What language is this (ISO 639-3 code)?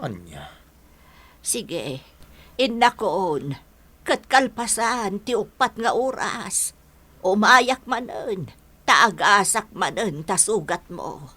ilo